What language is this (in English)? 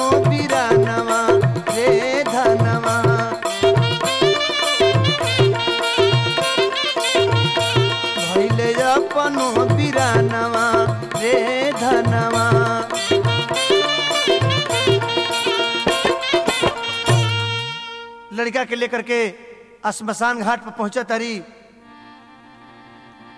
Bhojpuri